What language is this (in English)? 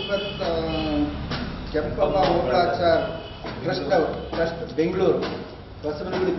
Kannada